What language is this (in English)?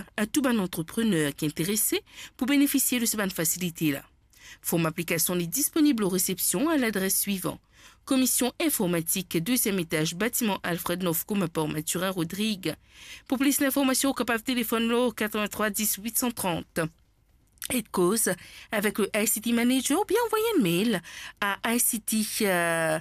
Morisyen